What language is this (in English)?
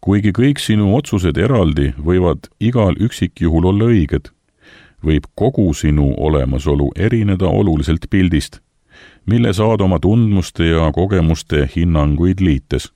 Estonian